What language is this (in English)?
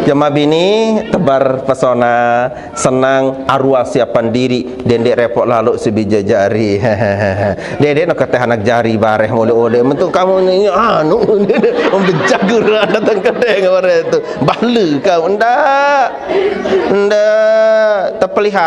Sasak